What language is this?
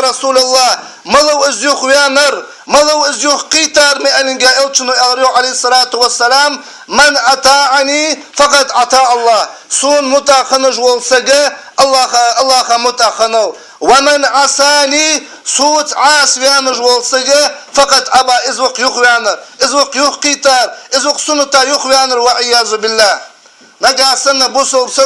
Ingush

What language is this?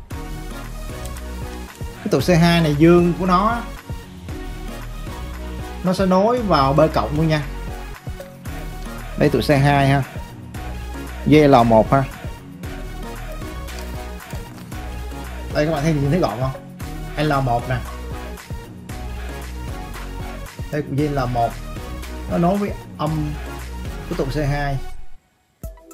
Vietnamese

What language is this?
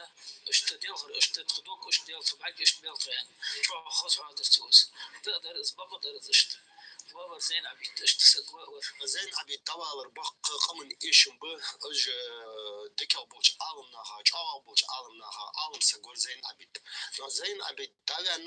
Ingush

